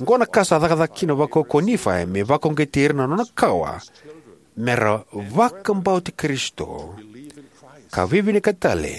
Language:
Fijian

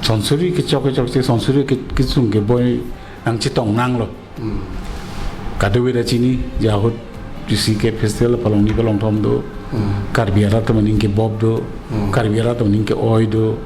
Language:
Karbi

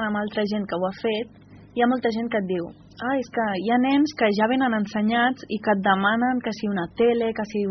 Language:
Catalan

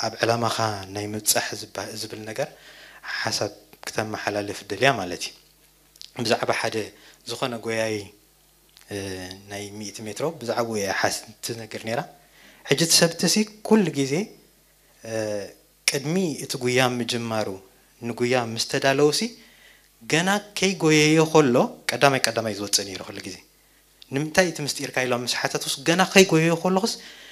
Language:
Tigrinya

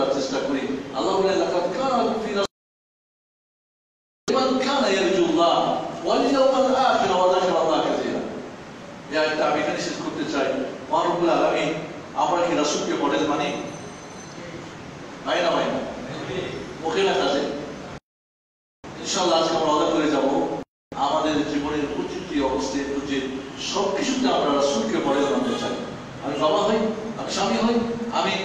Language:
Bangla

